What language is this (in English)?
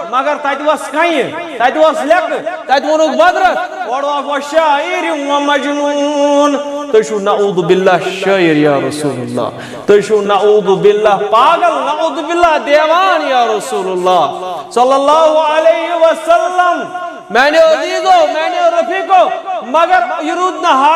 Kashmiri